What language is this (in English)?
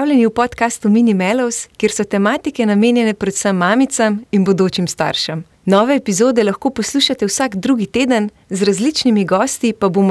Slovenian